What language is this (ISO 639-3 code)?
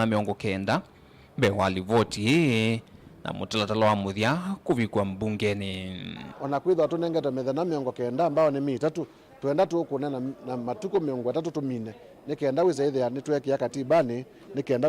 kam